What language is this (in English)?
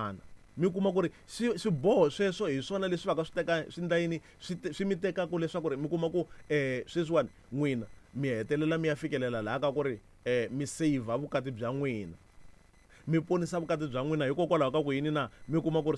Tsonga